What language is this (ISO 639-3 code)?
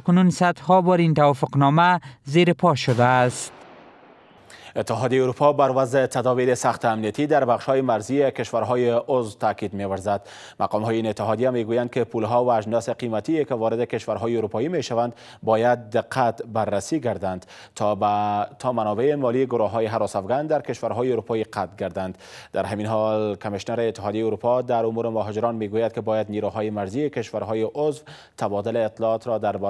fas